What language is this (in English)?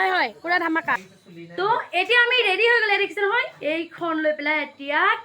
Assamese